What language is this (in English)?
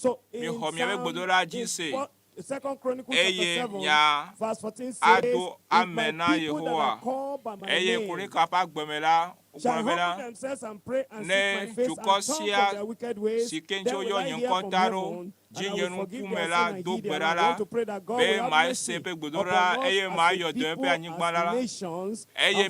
Ewe